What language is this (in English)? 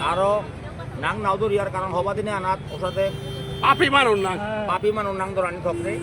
Bishnupriya